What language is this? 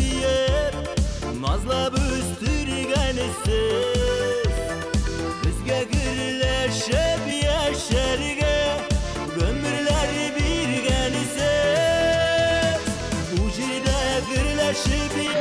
Bashkir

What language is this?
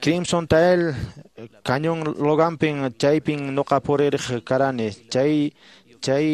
Quechua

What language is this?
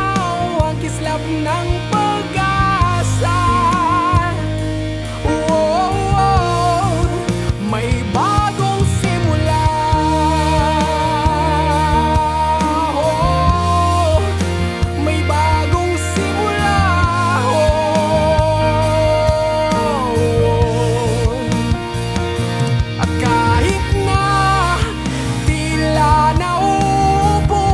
Filipino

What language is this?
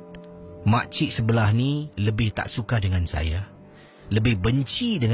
Malay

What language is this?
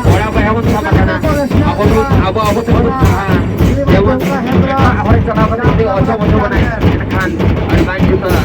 Santali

